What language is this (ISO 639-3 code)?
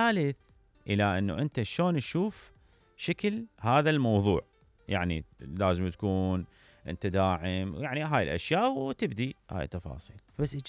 acm